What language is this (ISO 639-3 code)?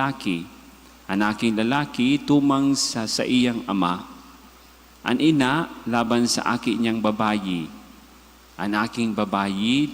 bik